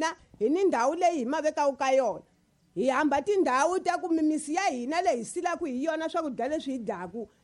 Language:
Tsonga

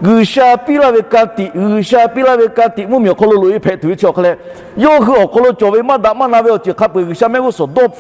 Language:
Lahu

